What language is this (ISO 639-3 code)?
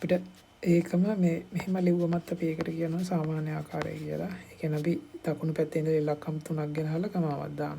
sin